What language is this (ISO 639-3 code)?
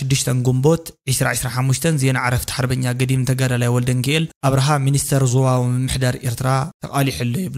tir